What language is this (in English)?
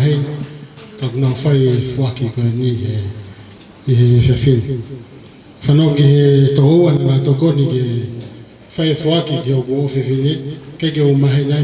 Tongan